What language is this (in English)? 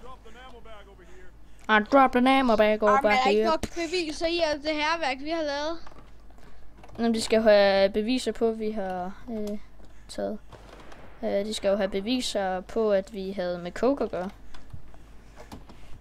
Danish